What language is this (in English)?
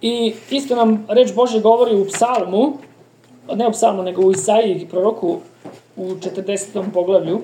Serbian